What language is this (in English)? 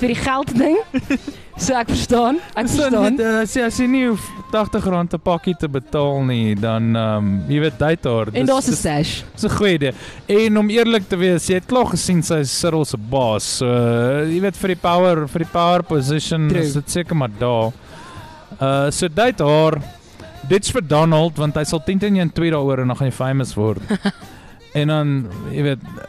Afrikaans